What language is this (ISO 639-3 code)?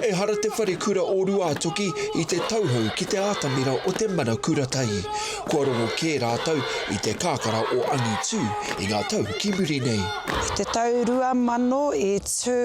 mri